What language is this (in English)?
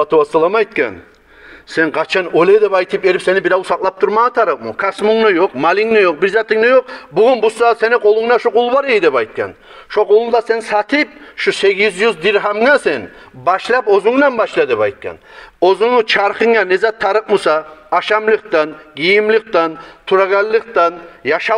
Kumyk